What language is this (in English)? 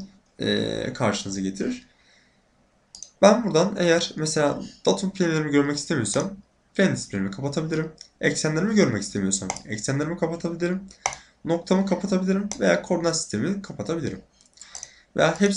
Turkish